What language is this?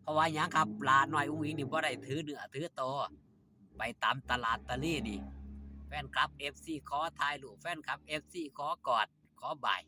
Northeastern Thai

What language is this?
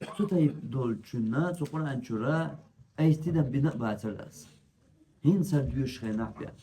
Chechen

